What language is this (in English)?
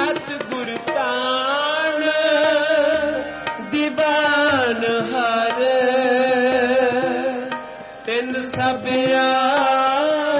Punjabi